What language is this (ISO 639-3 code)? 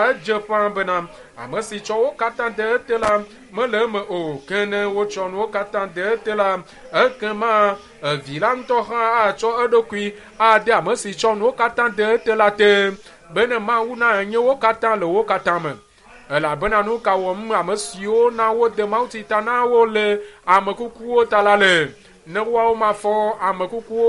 ewe